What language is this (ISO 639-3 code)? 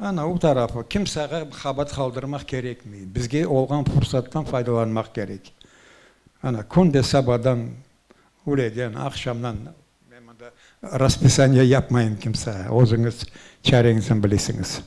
crh